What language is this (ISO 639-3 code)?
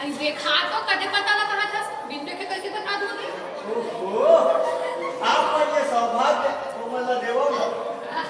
hne